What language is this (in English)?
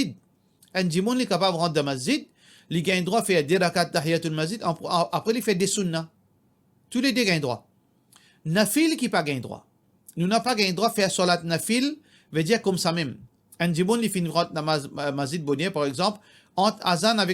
Morisyen